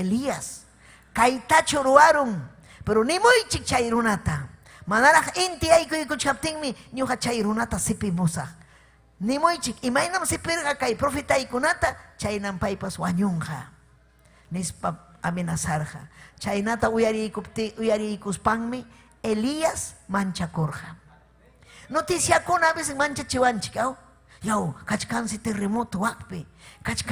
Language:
Ayacucho Quechua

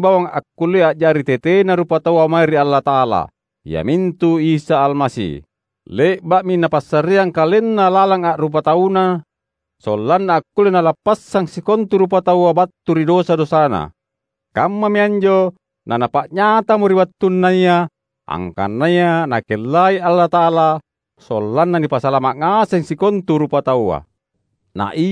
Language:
Makasar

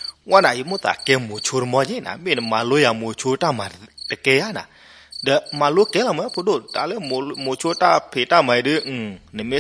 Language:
S'gaw Karen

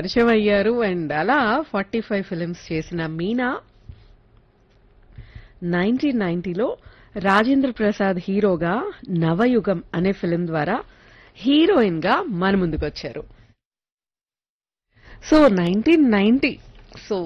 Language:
Telugu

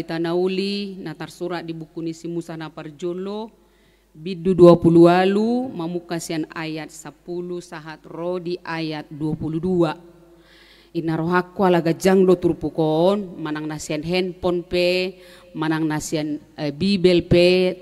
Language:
Batak Toba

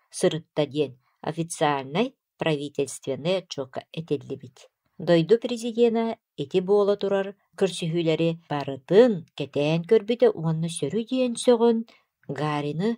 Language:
Yakut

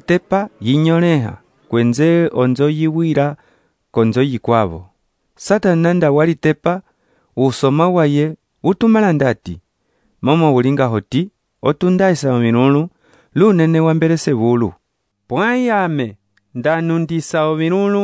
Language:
Umbundu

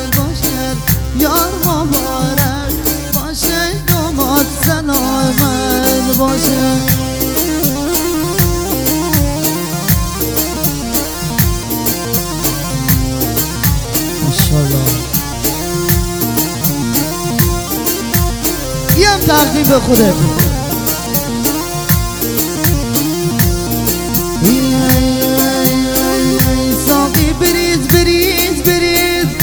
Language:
Persian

